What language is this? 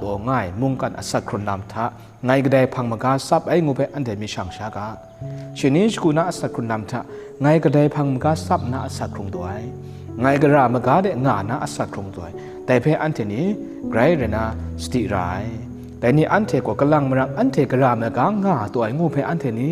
Kachin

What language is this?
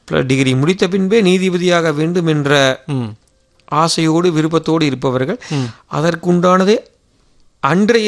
Tamil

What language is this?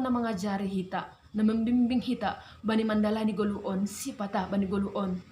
Batak Simalungun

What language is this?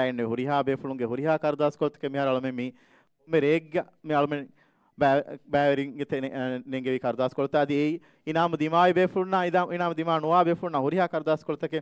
Divehi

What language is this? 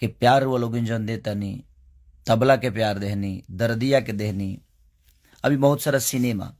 Bhojpuri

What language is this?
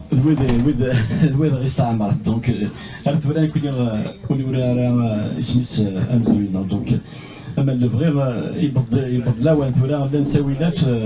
Kabyle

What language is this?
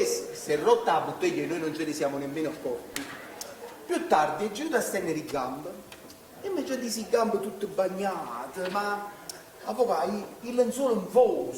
Neapolitan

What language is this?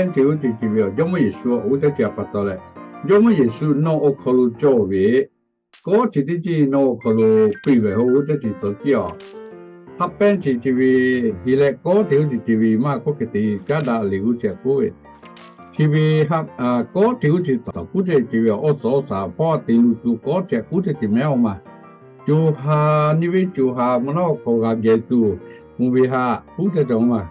Lahu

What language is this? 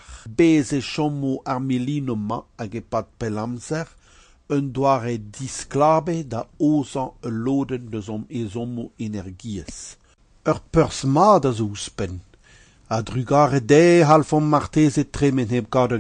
Breton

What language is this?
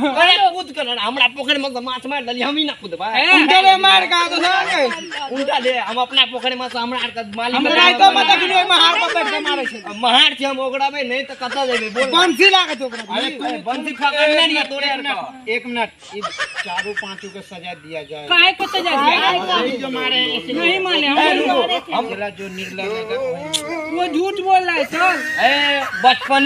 Maithili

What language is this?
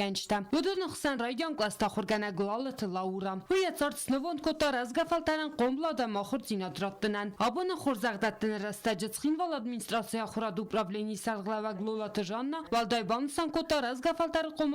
Ossetic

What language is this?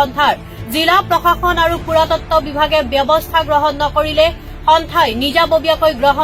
Assamese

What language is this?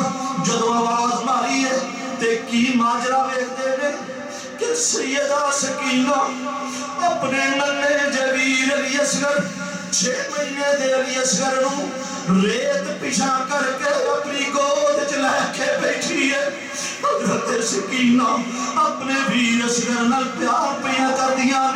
Western Panjabi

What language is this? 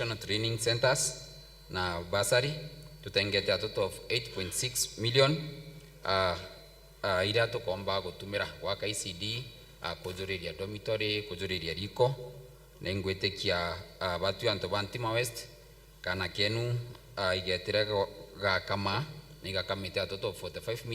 Meru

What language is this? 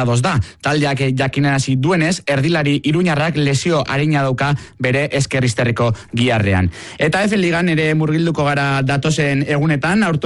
Basque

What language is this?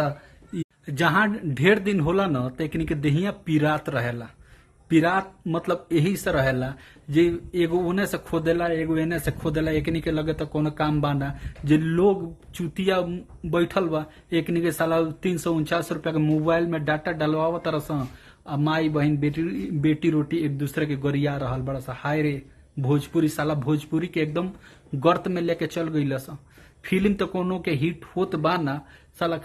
Bhojpuri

